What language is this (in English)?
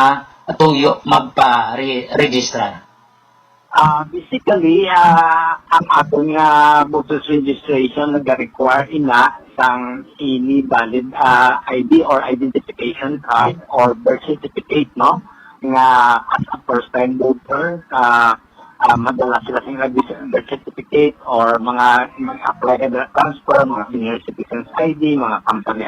Hiligaynon